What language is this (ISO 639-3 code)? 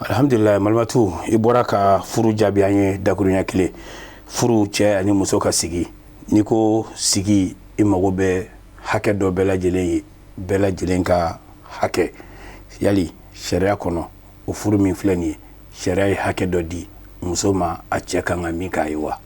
bam